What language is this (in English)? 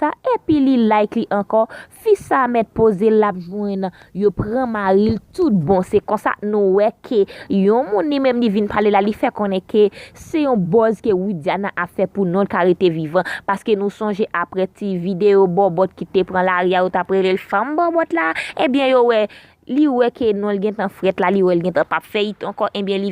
Haitian Creole